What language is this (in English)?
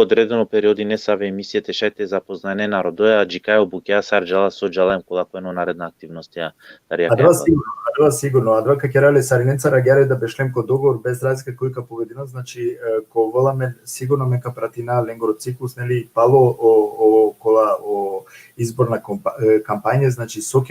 Balkan Romani